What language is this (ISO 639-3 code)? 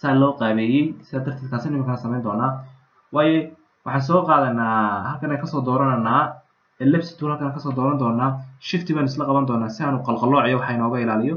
som